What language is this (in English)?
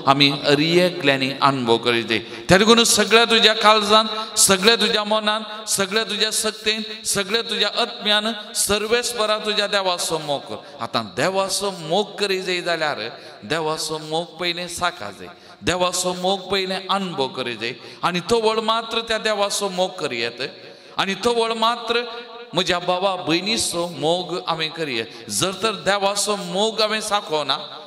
Konkani